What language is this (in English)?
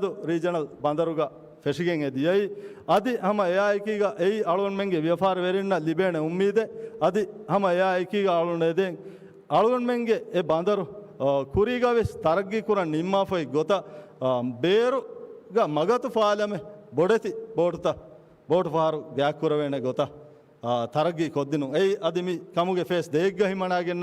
Divehi